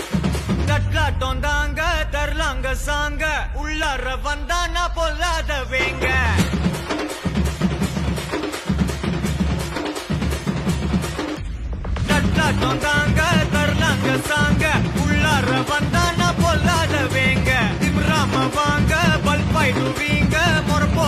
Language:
Tamil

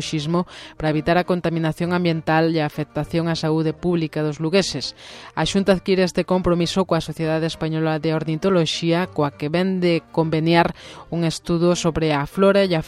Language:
Galician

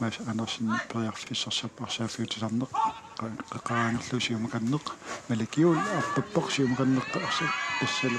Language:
Kalaallisut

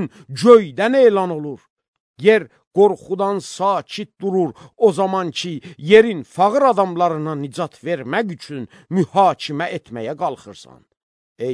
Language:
Azerbaijani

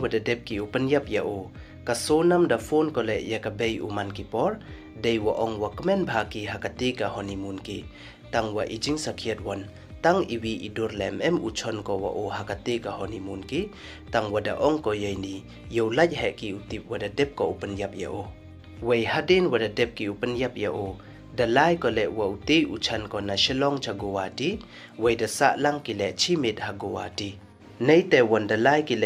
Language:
Pnar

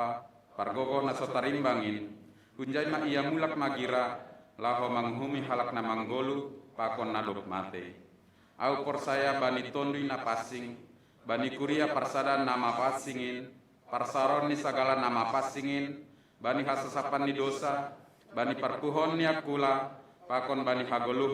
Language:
Batak Simalungun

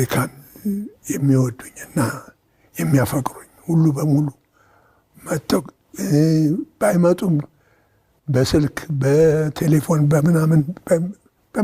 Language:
Amharic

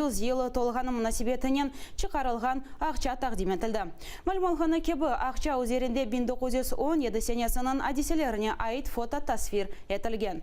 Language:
Crimean Tatar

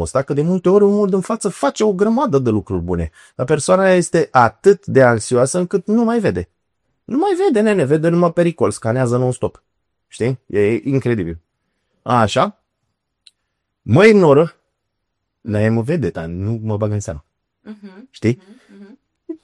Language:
Romanian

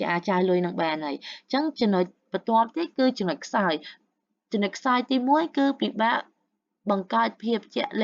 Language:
Khmer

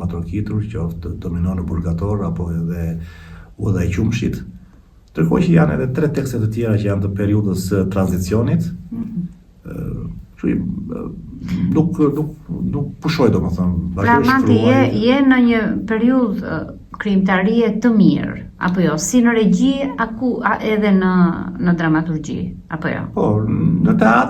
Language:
Albanian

